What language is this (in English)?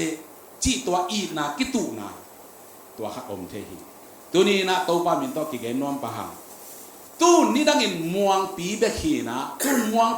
Tedim Chin